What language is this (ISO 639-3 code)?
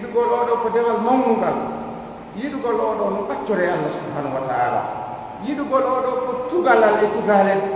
fuf